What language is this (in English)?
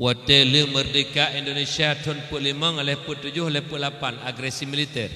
Achinese